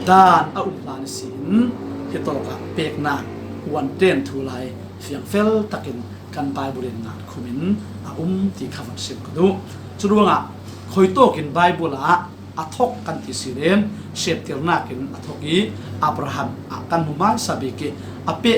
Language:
Falam Chin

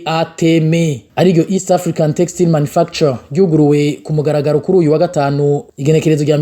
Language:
Rundi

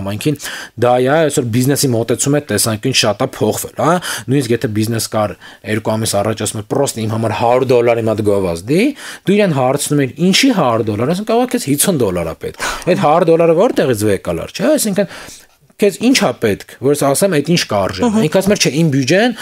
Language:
Armenian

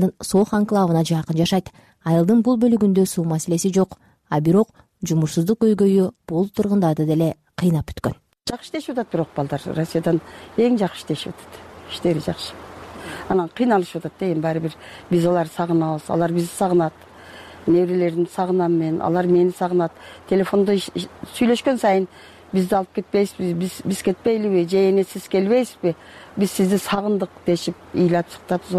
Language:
Kyrgyz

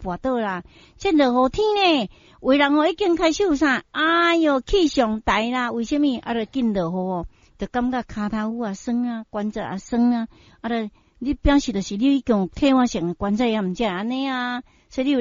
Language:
Min Nan Chinese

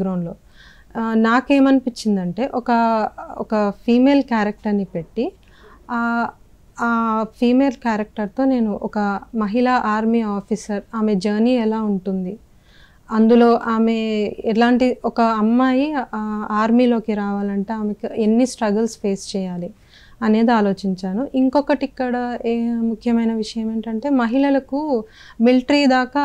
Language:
Telugu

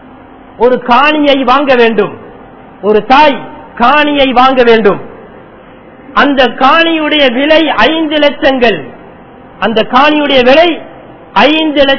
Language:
Tamil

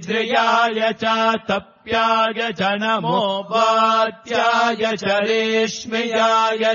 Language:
Sanskrit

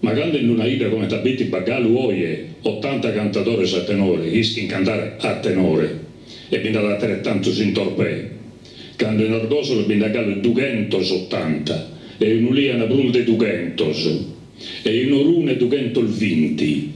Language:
Sardinian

